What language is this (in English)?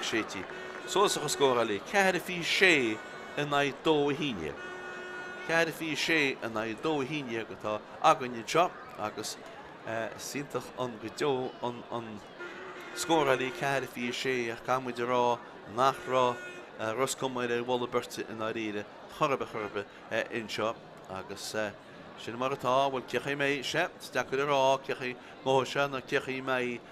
Irish